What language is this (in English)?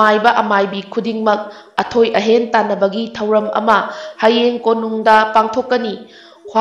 Manipuri